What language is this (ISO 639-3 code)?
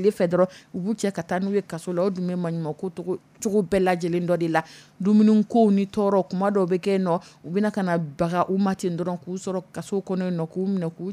dyu